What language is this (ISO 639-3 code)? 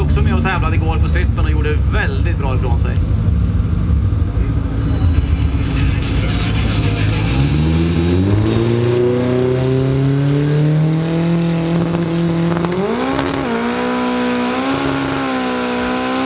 swe